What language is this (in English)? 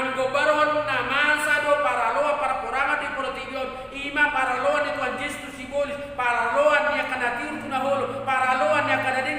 Batak Toba